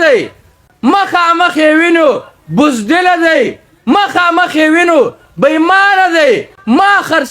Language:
Pashto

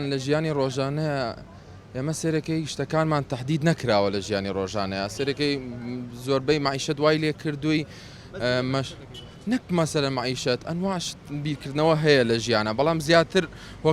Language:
Central Kurdish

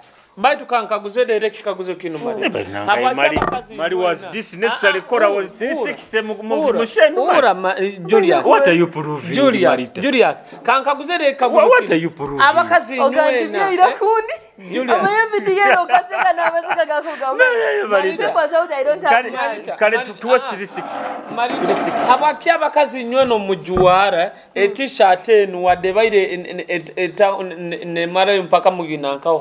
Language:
Nyoro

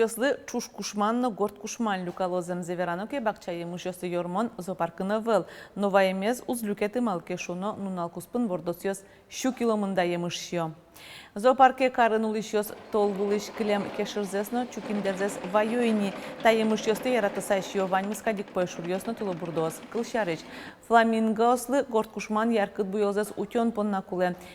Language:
Udmurt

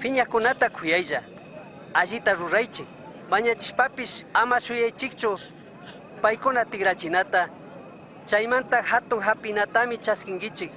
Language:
Chimborazo Highland Quichua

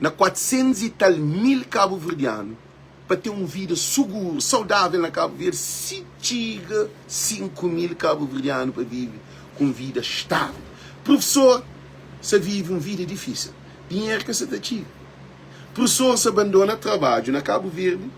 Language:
Kabuverdianu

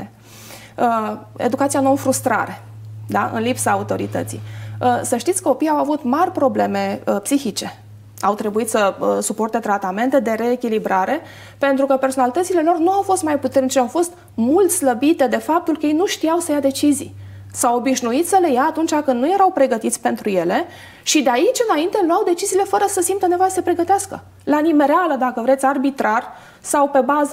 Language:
Romanian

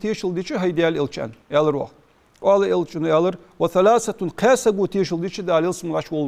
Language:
Ingush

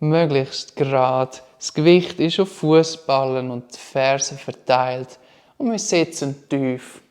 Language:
Swiss German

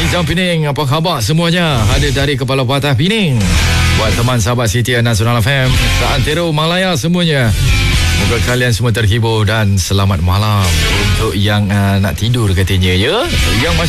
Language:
Malay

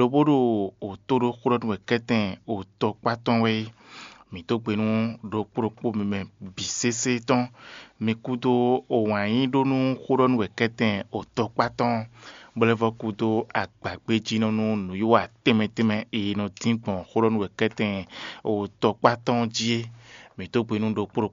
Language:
Fon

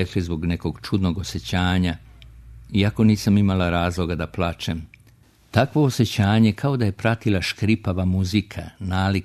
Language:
Serbian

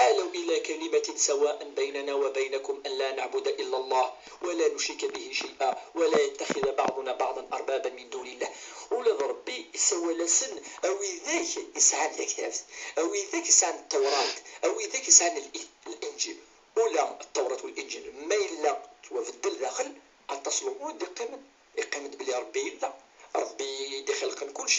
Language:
Kabyle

